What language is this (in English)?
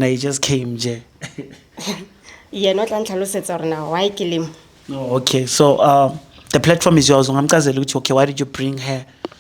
Zulu